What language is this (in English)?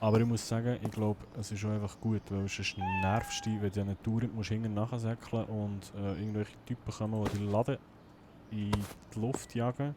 Swiss German